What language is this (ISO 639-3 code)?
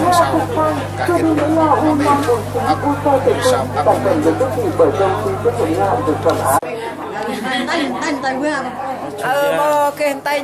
cmo